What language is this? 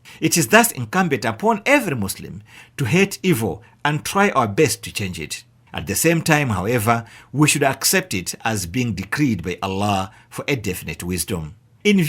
English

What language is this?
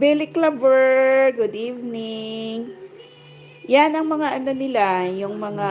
Hiligaynon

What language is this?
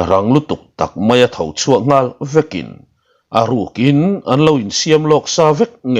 Mizo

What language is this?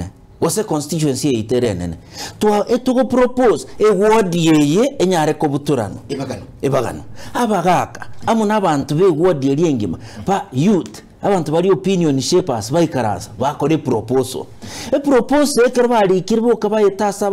Gusii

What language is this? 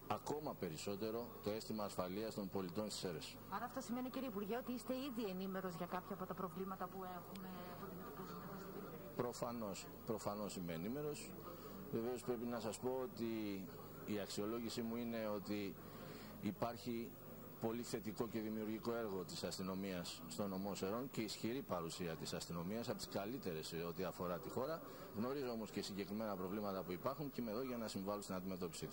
Greek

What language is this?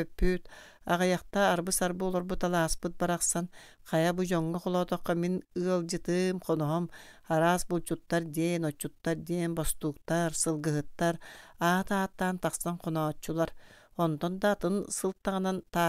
Yakut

